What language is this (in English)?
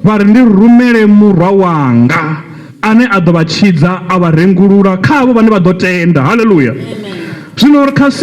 Venda